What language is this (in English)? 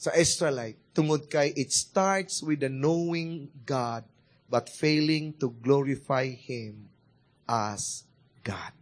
Cebuano